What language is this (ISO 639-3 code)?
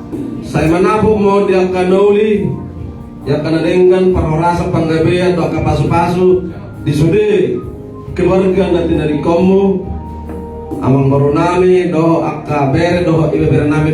bbc